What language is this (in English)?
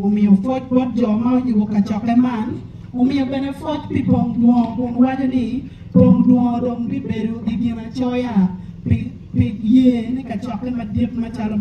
Acoli